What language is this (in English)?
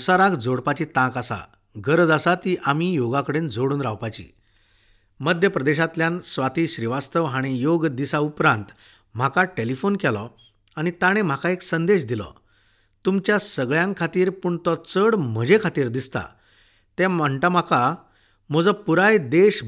Konkani